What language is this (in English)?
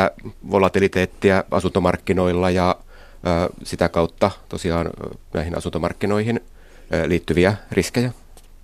Finnish